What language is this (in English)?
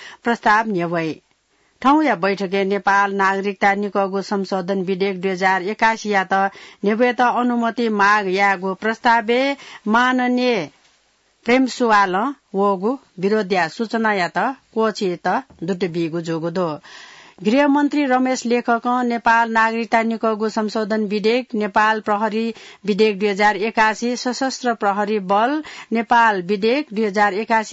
Newari